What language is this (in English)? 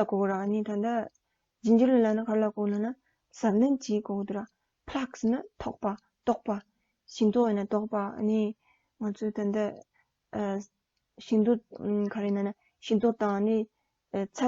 Tibetan